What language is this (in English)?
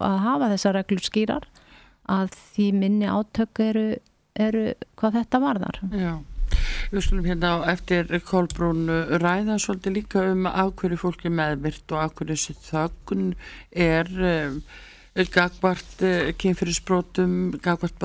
Icelandic